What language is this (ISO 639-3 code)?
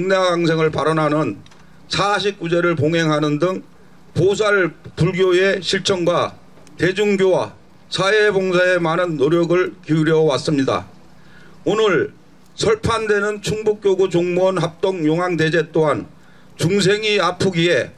kor